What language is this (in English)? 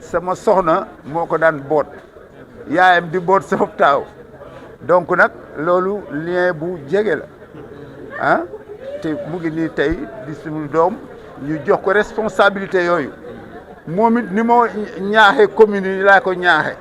Wolof